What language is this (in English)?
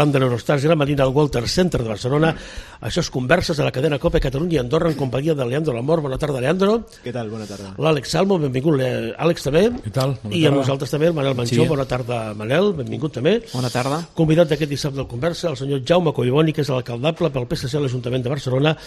Catalan